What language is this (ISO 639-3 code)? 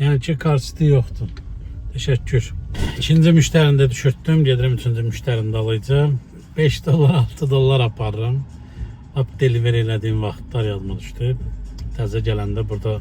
aze